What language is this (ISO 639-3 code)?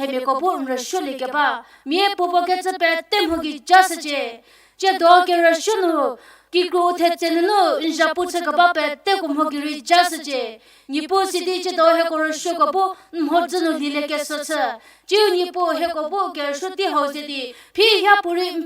njm